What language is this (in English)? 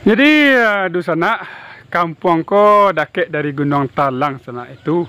Minangkabau